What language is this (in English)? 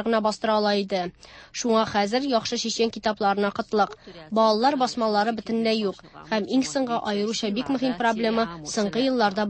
Tatar